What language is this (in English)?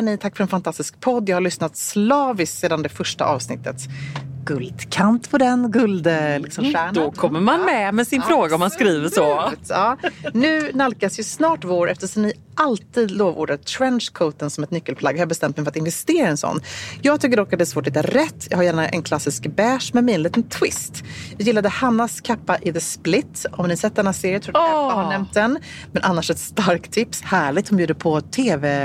Swedish